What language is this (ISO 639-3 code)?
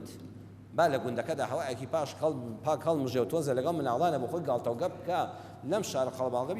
ckb